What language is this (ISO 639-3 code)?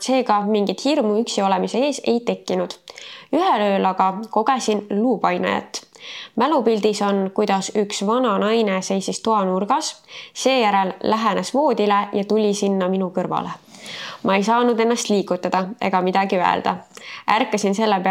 est